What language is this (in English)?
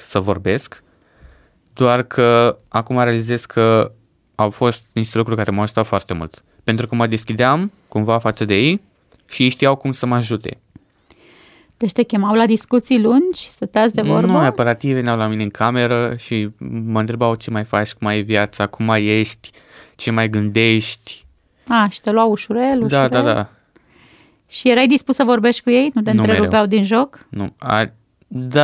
Romanian